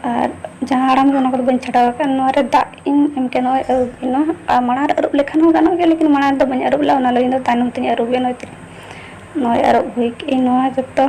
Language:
Santali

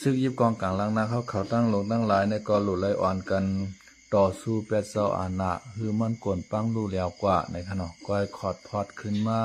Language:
Shan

